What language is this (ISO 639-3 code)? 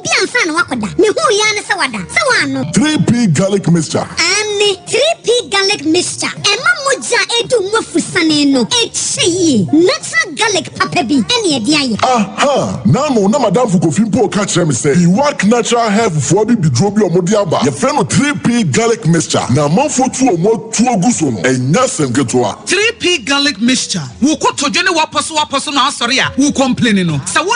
aka